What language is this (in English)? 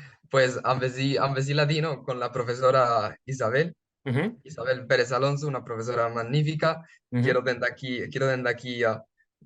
Ladino